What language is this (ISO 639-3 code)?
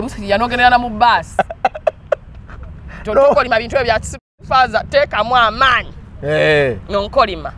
lug